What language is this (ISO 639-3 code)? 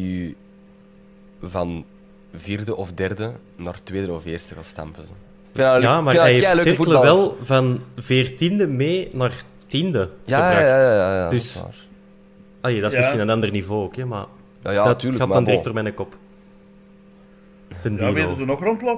nld